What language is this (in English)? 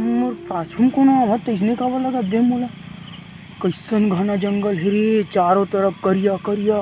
Chhattisgarhi